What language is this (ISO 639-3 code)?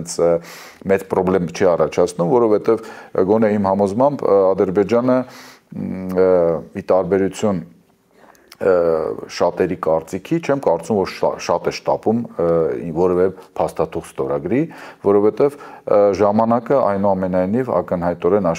hye